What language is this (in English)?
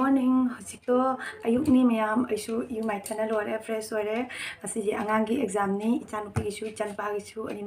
Manipuri